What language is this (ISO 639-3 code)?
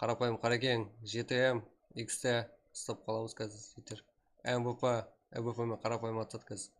kaa